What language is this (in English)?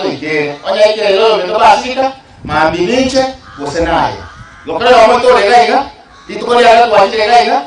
Gusii